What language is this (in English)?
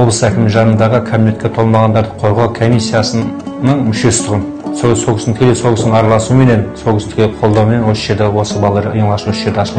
Kazakh